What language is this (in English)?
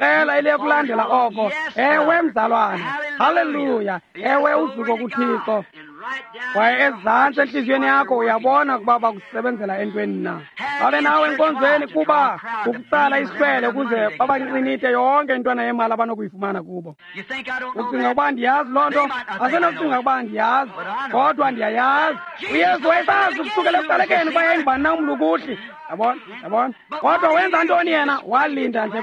Xhosa